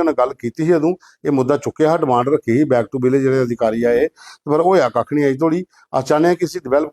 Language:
Dogri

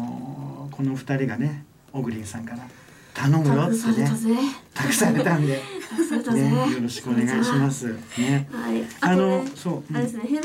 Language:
Japanese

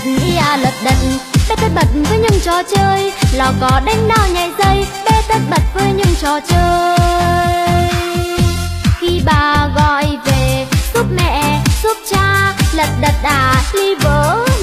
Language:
Vietnamese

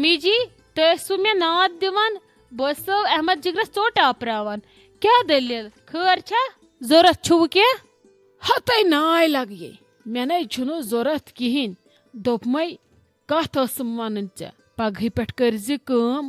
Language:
Kashmiri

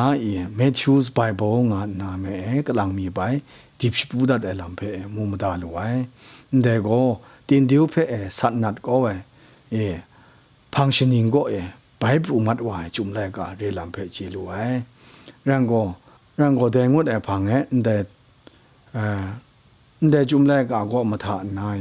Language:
Kachin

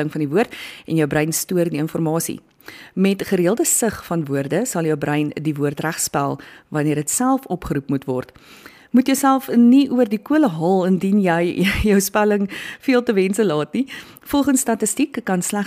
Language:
Afrikaans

